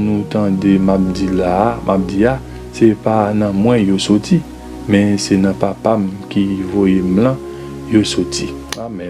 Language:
Haitian Creole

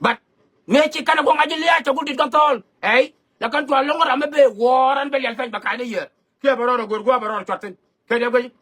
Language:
Nuer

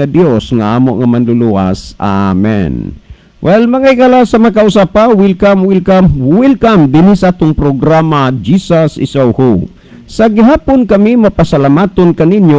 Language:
Cebuano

